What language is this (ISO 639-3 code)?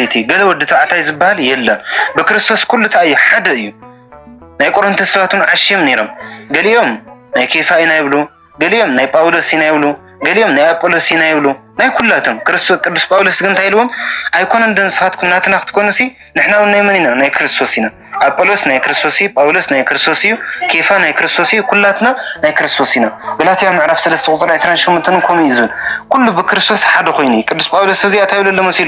tir